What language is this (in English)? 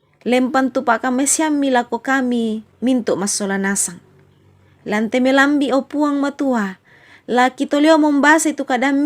Toraja-Sa'dan